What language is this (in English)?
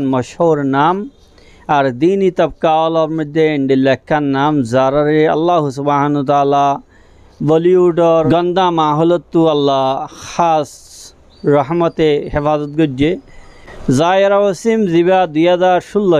Rohingya